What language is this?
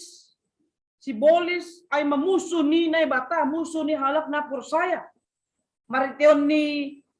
Batak Simalungun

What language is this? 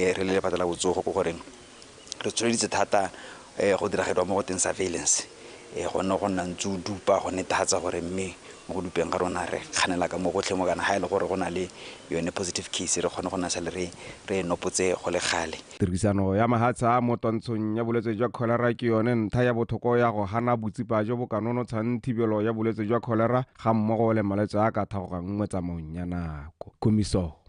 Tswana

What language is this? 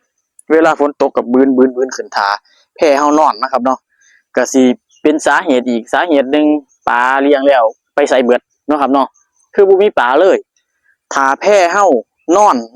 Lao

